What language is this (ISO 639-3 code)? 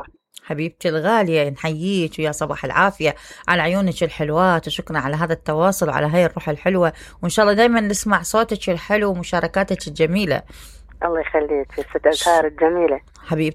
acm